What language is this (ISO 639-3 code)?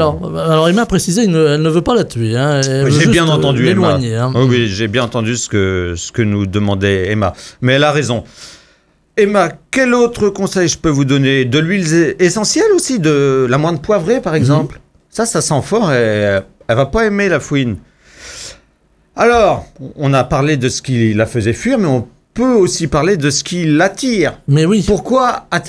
fra